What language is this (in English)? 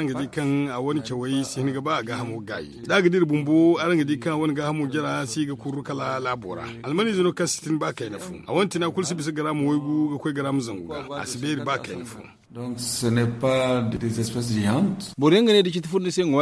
Zarma